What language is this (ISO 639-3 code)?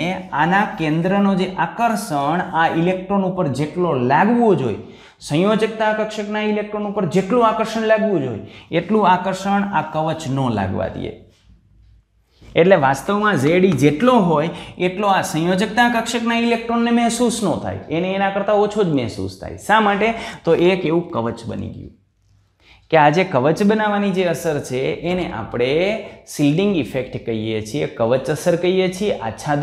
guj